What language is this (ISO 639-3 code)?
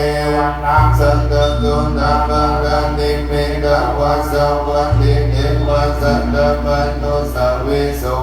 pli